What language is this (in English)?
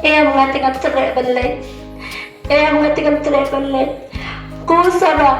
Khasi